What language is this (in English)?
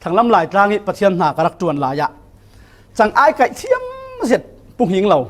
Falam Chin